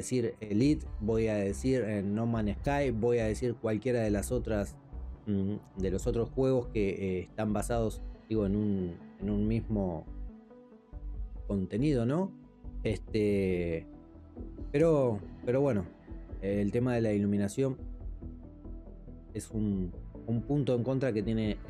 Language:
Spanish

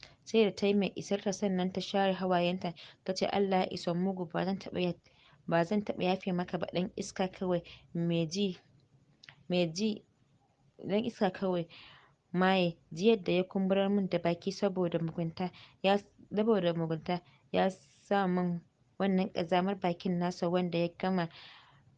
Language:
Hausa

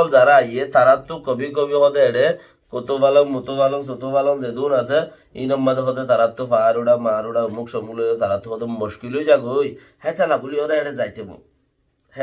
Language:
Rohingya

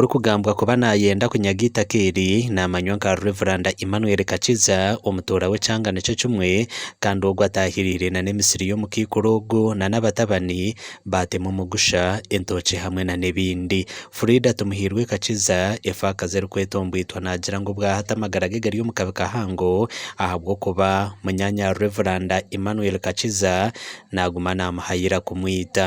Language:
Nyankole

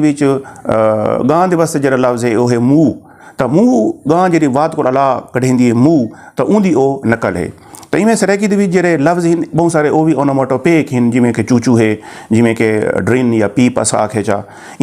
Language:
Saraiki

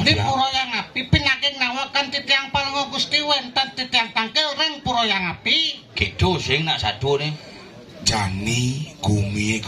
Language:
Balinese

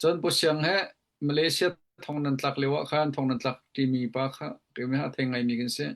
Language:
Hakha Chin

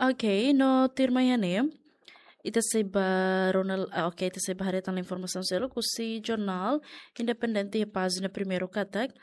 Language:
Tetum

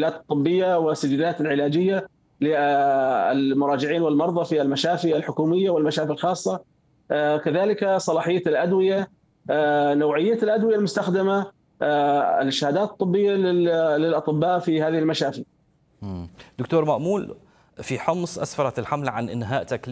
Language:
Arabic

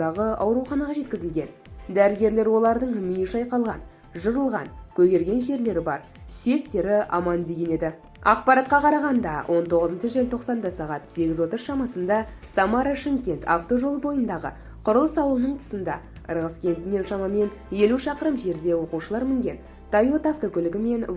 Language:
Kazakh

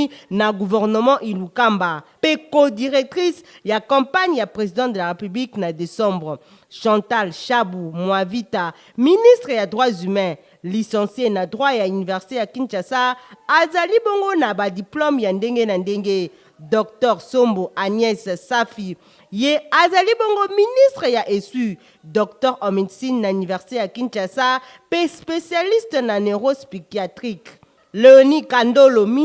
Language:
Lingala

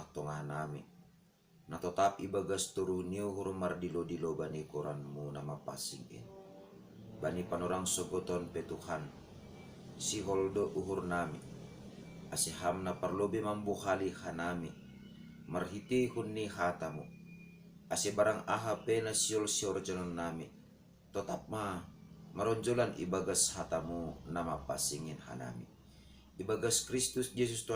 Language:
Batak Simalungun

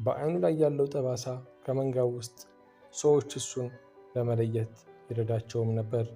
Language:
Amharic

